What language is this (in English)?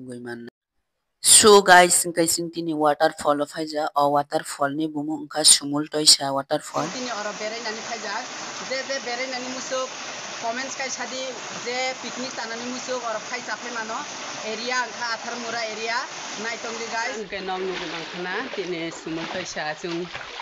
Kok Borok